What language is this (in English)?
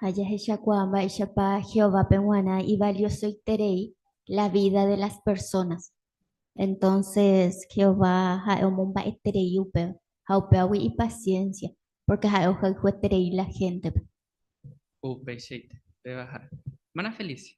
Guarani